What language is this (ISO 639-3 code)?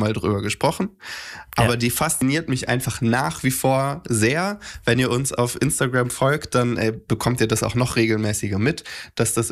deu